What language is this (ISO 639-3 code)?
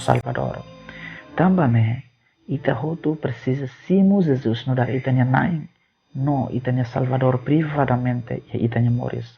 tet